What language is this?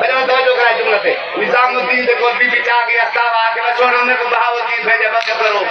Saraiki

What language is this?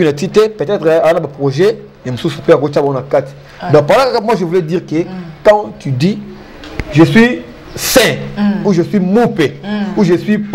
Lingala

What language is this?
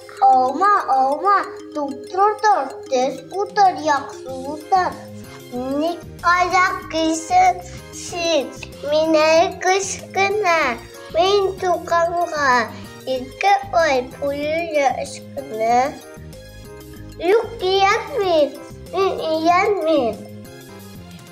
Tatar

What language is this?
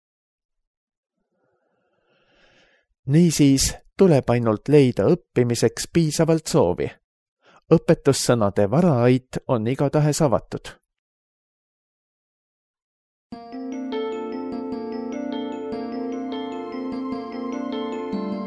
Estonian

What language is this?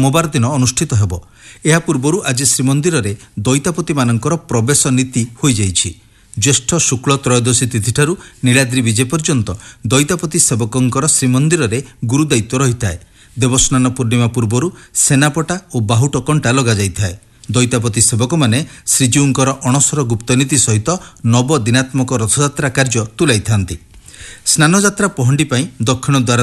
Odia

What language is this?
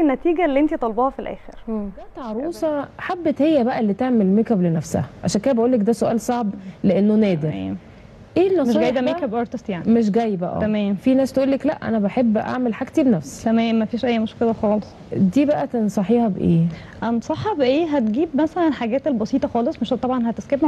Egyptian Arabic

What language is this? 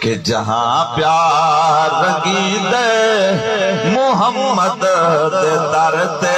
Saraiki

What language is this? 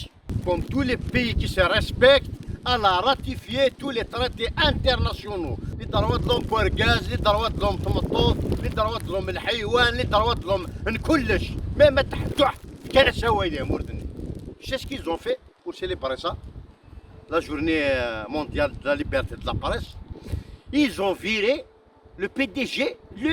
Kabyle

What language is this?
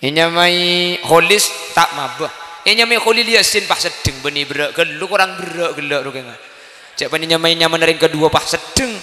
Madurese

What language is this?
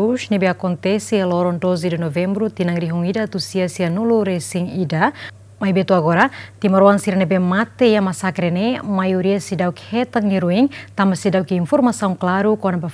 Tetum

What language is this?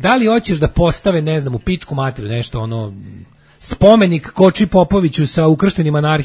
Serbian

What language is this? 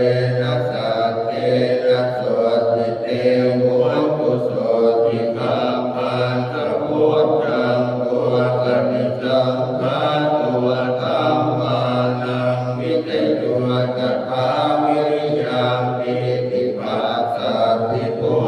Pali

